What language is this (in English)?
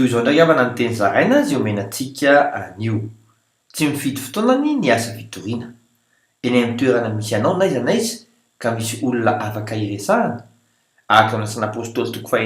Malagasy